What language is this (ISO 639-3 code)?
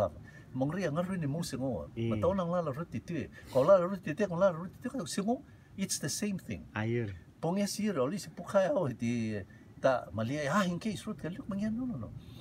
rtm